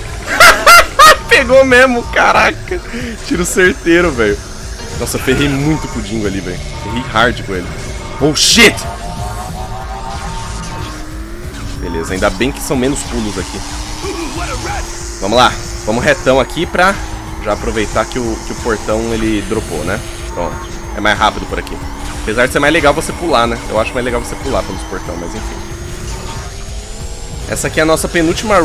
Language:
Portuguese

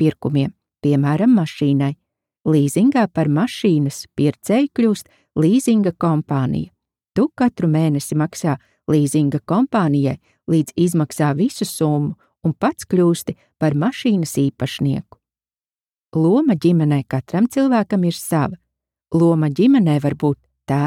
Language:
Latvian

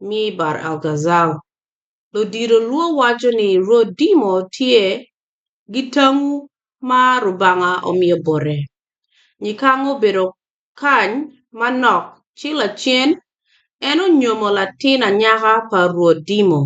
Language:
Acoli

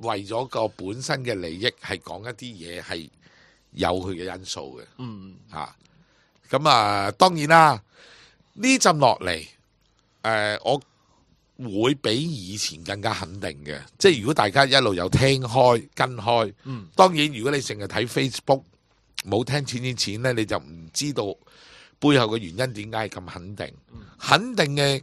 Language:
Cantonese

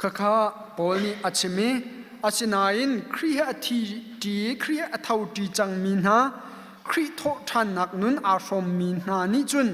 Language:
Hakha Chin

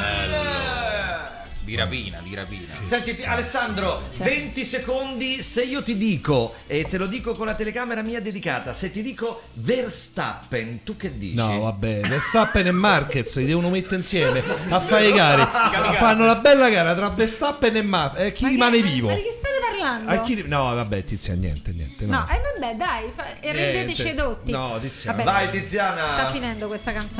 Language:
Italian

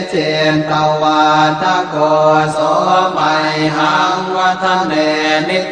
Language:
Pali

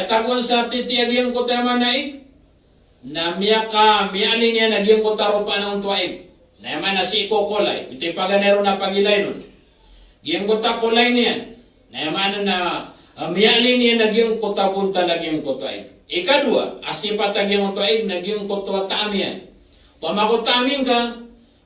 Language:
Maranao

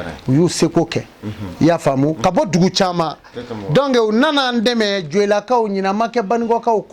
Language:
Bambara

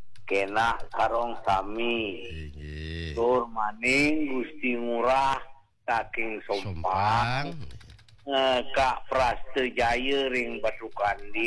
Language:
Balinese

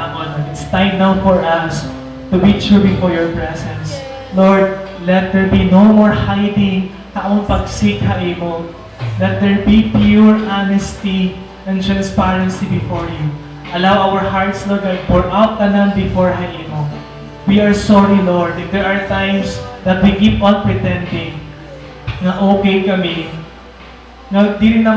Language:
Waray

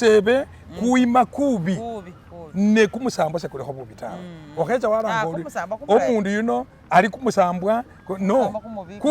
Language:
Masaaba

